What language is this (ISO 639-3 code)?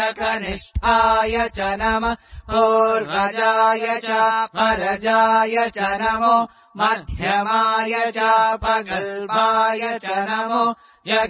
san